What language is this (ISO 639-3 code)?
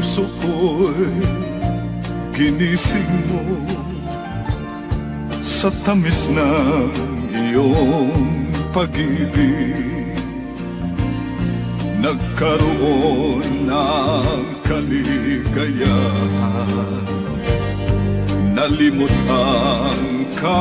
fil